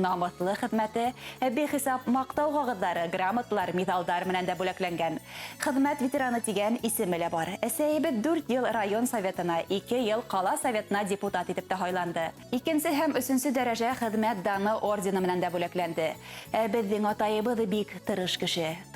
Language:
Bashkir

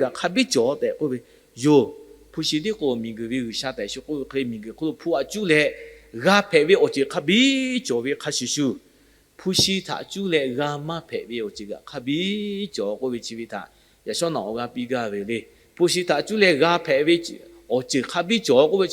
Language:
Lahu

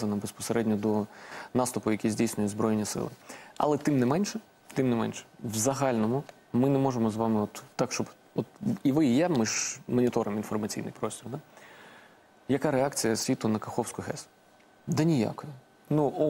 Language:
Ukrainian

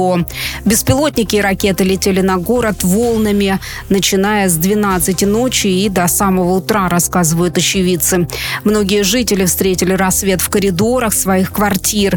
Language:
Russian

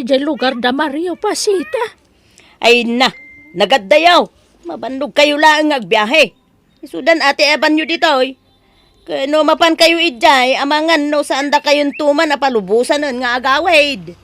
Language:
Iloko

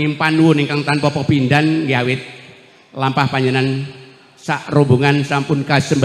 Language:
Javanese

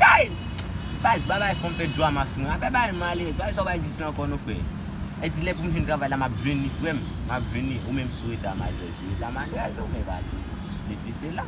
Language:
Haitian Creole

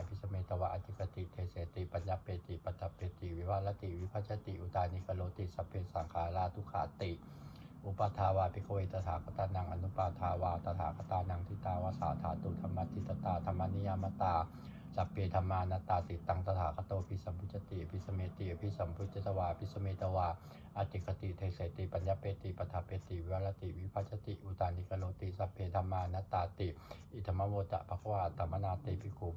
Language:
Pali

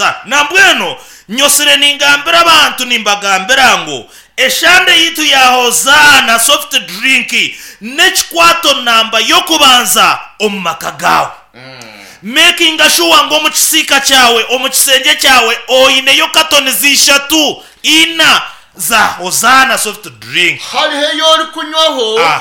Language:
Nyankole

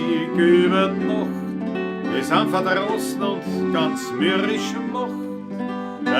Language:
Bavarian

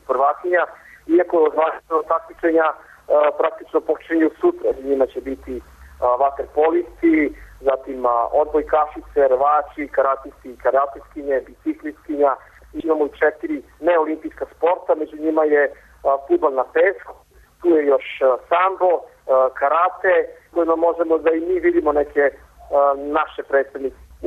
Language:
Serbian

